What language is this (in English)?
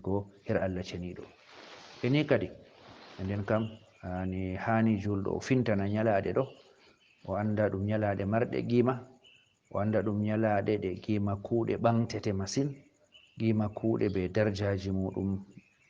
Fula